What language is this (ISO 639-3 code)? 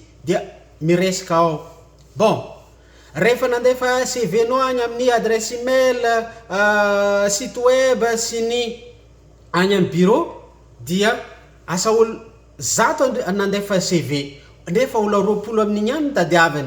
mlg